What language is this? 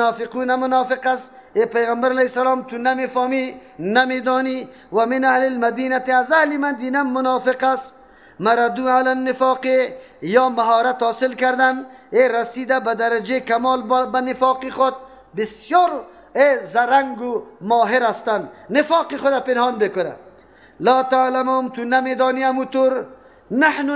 Persian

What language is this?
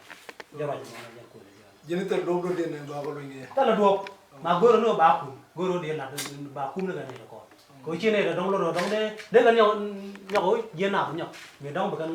Nuer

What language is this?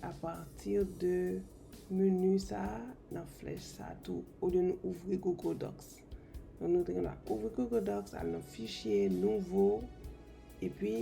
Haitian Creole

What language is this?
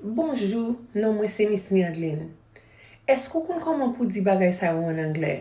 Haitian Creole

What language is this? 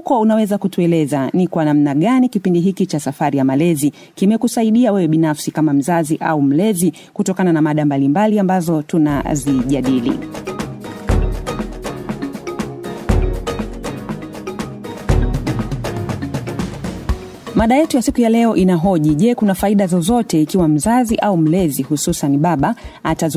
Swahili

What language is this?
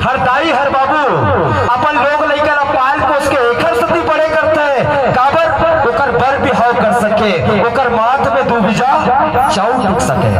Chhattisgarhi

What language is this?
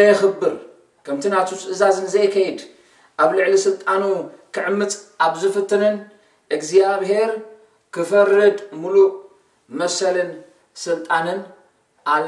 Tigrinya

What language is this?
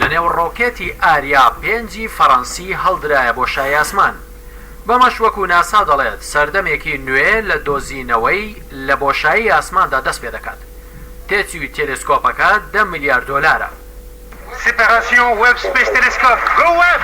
Central Kurdish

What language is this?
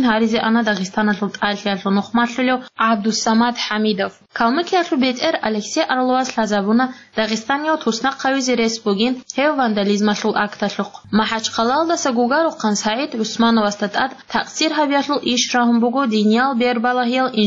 Avaric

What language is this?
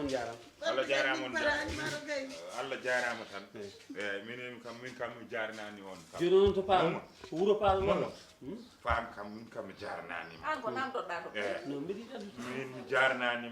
Fula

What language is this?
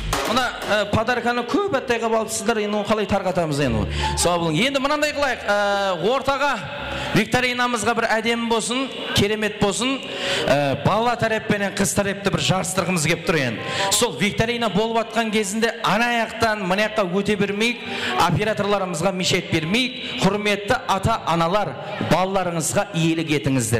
Kara-Kalpak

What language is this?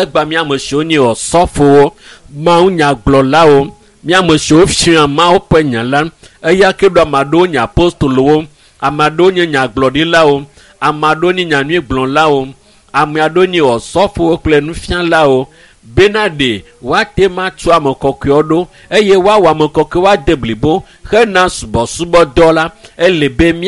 Ewe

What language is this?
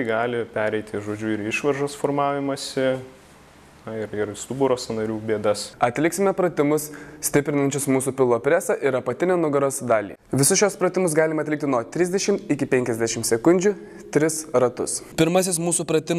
Lithuanian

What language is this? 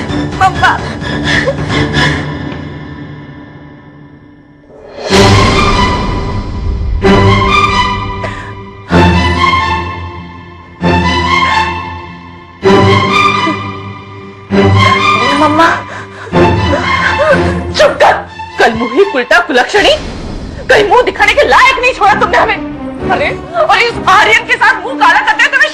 Hindi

